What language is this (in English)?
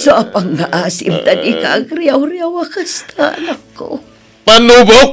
Iloko